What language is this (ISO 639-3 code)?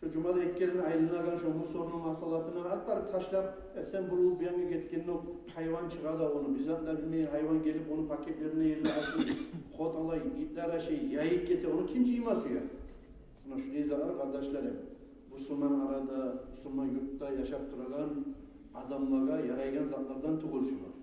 kum